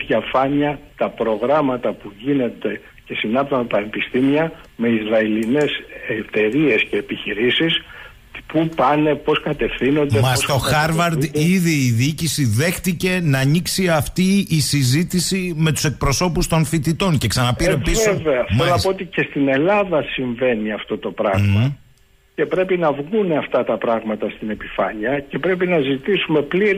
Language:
Greek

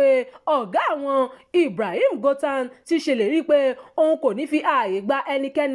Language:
Yoruba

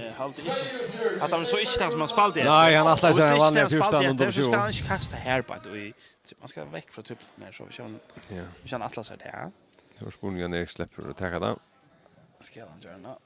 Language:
Faroese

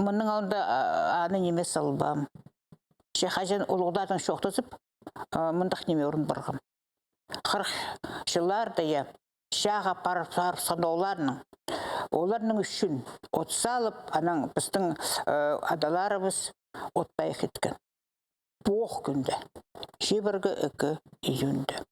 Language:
Khakas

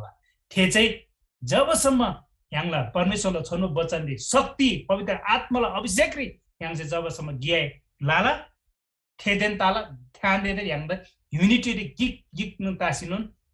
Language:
Eastern Tamang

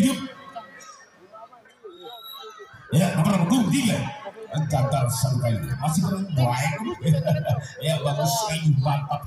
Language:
Indonesian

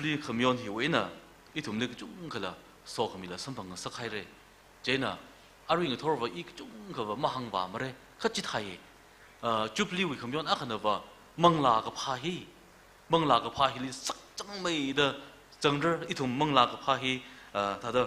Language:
Tangkhul Naga (India)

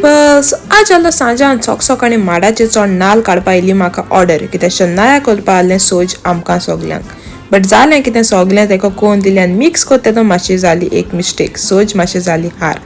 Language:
Konkani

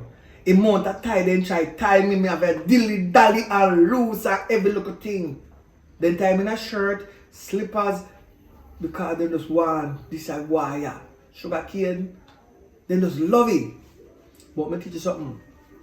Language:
Jamaican Creole English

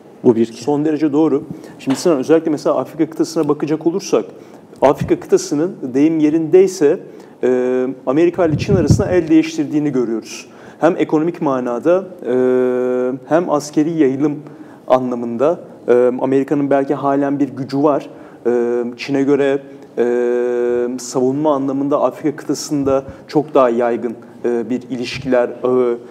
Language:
Turkish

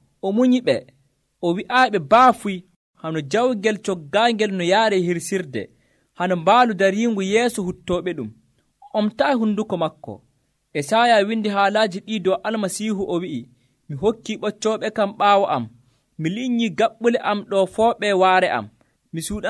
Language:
Nigerian Fulfulde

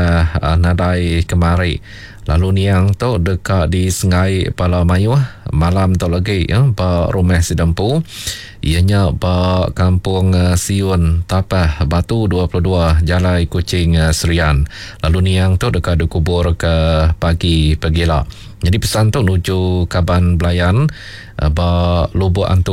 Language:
Iban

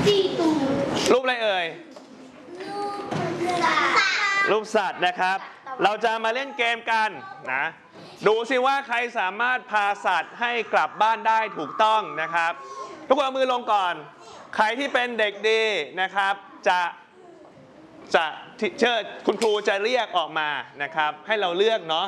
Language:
Thai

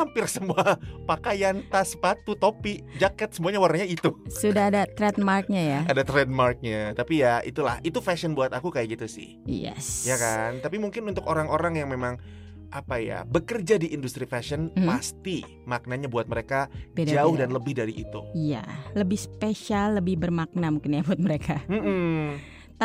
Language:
Indonesian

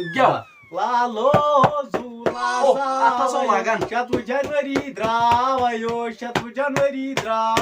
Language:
Kashmiri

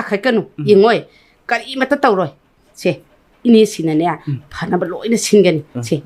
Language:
Manipuri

